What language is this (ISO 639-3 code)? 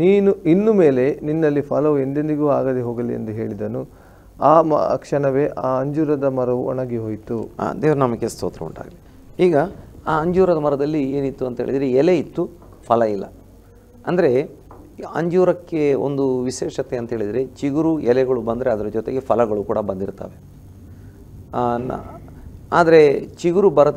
kan